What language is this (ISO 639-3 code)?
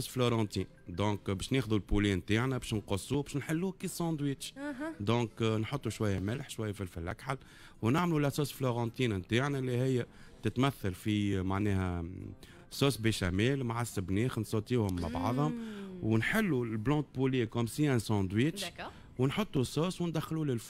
aeb